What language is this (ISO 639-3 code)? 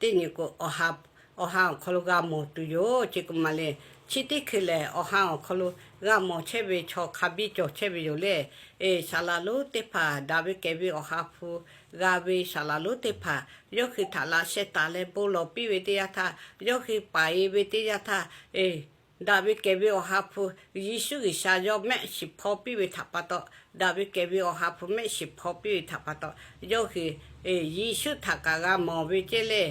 lhu